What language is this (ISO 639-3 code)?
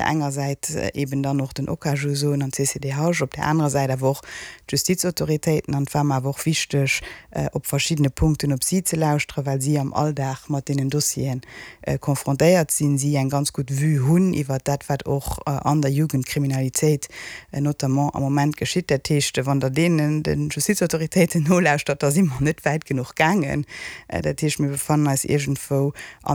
ltz